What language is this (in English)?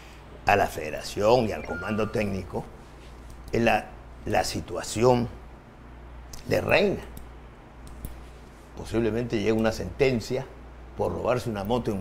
Spanish